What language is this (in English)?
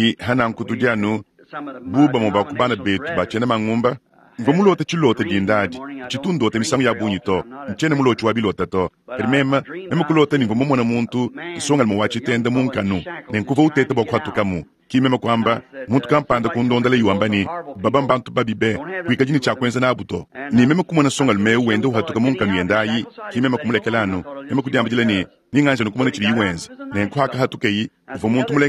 Luba-Lulua